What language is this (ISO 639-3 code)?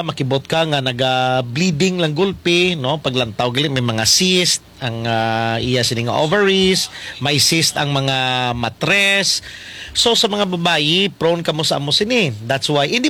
krj